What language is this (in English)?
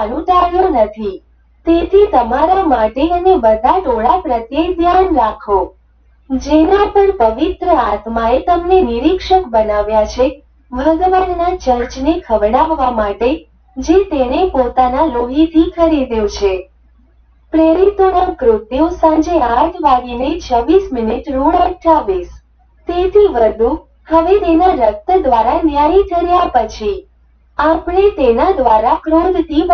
Gujarati